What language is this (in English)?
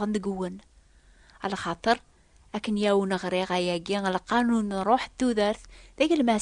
Kabyle